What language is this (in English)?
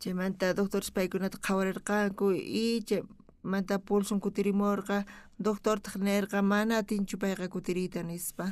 South Bolivian Quechua